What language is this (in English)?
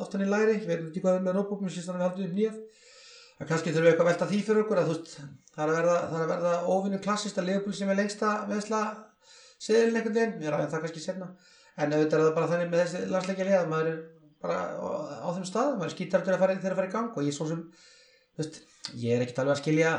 Icelandic